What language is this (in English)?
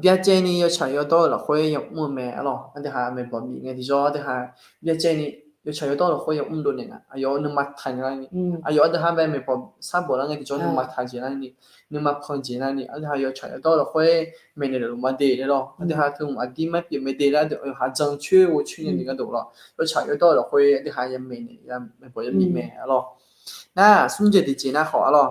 Akha